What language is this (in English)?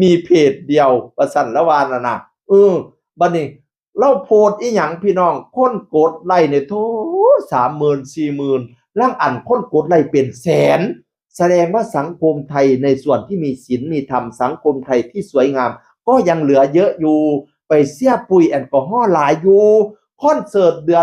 Northeastern Thai